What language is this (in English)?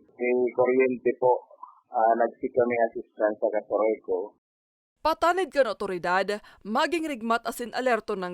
Bikol